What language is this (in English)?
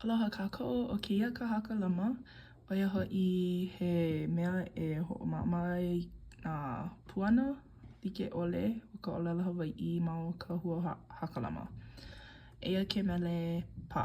Hawaiian